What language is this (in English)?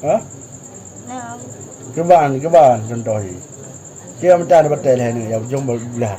Achinese